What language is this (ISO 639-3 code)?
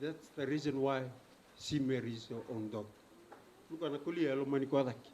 fij